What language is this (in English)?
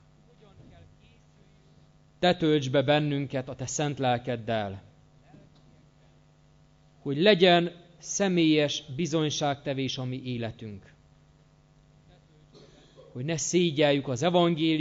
Hungarian